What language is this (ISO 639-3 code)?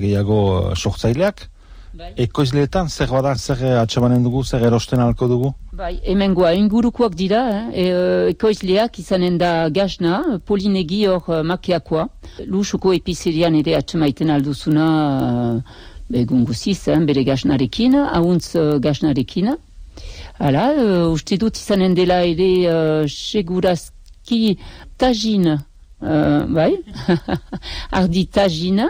eus